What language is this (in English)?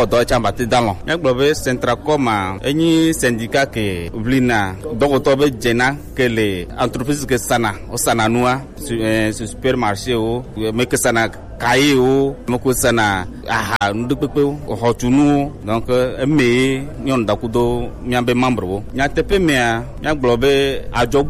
Gen